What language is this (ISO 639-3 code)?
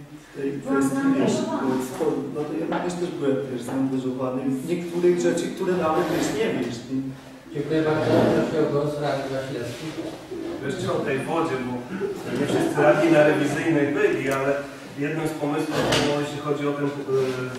pol